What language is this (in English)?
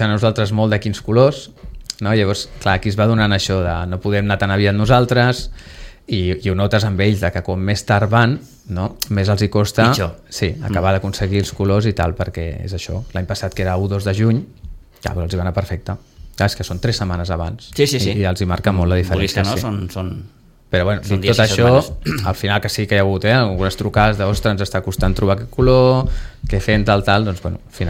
Catalan